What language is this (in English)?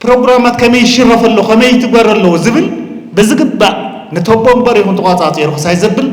Tigrinya